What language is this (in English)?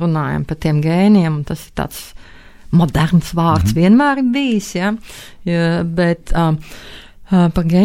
Latvian